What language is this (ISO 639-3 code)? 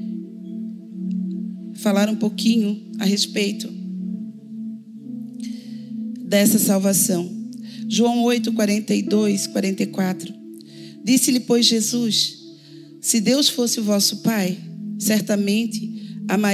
por